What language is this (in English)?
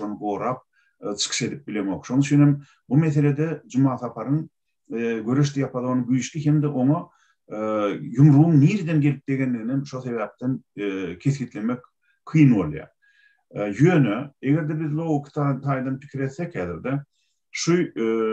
Turkmen